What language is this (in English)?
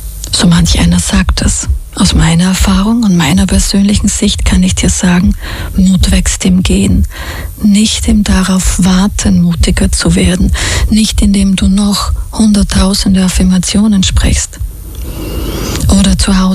German